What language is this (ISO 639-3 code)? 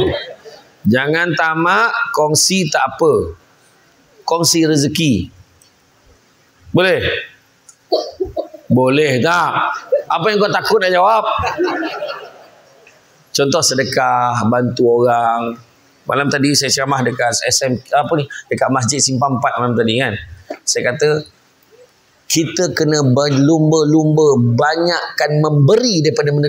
msa